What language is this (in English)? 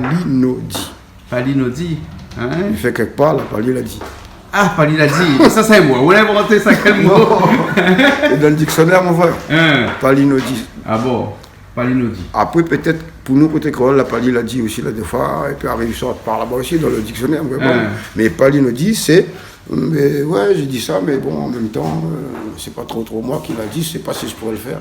Réunion Creole French